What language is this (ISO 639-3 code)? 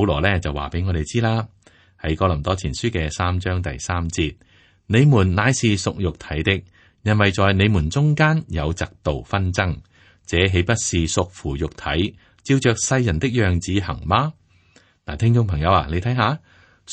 yue